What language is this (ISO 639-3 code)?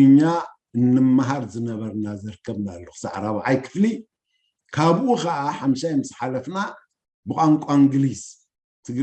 tir